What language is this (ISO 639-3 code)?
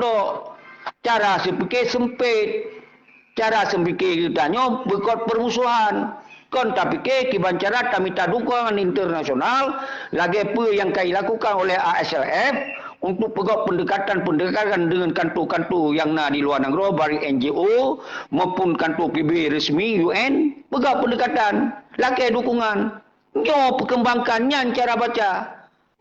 ace